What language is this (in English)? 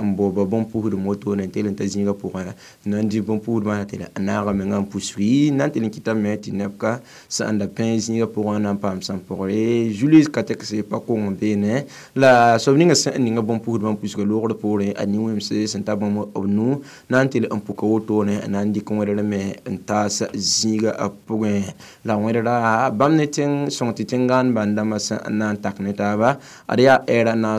Mossi